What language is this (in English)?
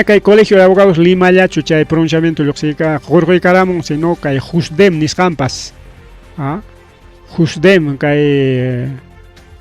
Ayacucho Quechua